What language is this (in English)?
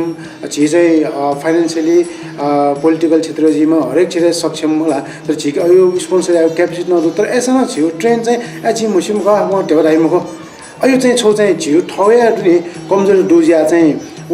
Newari